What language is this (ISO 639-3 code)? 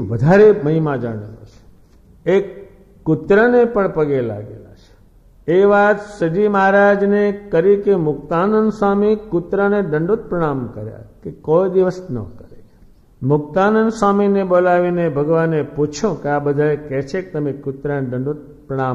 guj